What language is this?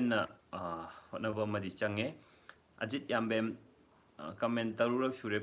Manipuri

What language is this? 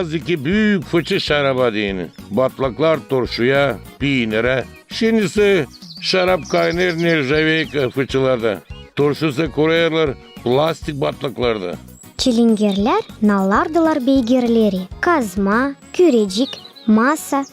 Gagauz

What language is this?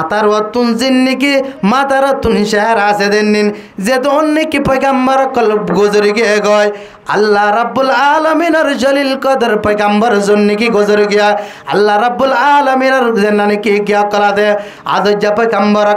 Rohingya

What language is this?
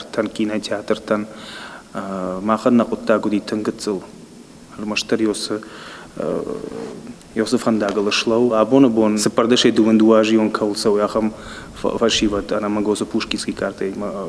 Ossetic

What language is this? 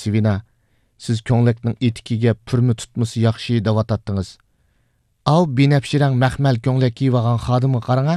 Uyghur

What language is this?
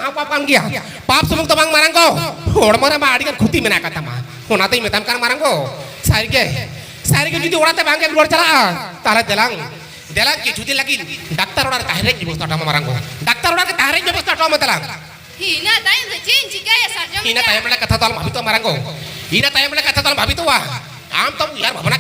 Santali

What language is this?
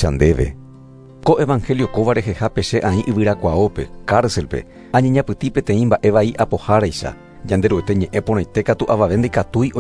Guarani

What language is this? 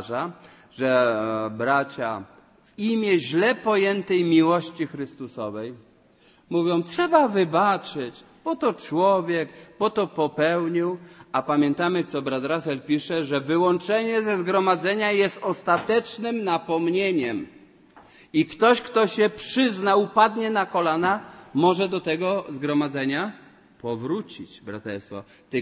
Polish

